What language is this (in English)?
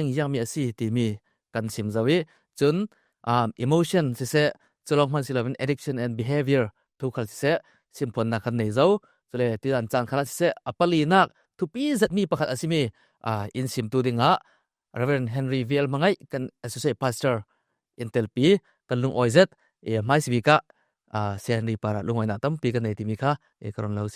Falam Chin